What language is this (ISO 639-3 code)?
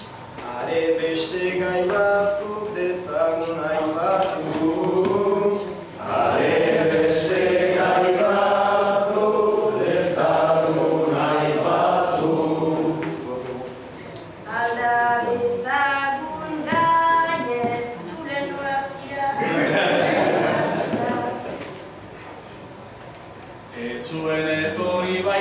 eus